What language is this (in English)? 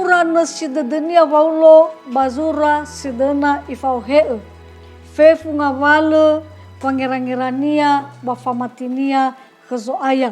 Nias